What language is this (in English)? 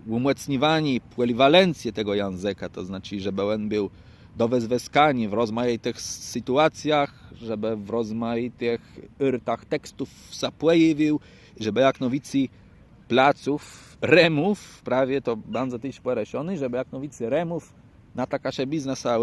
Kashubian